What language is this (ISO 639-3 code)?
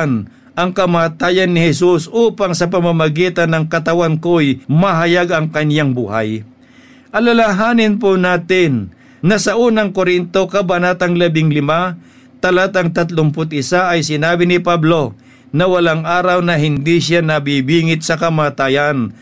fil